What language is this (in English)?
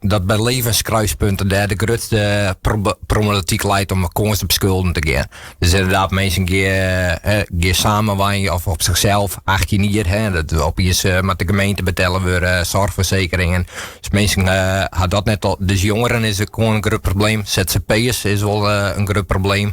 Western Frisian